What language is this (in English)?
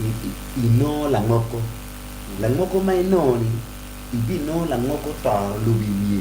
Acoli